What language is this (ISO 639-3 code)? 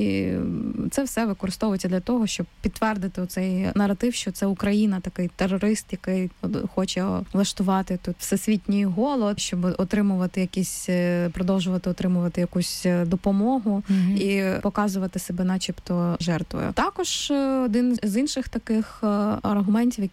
ukr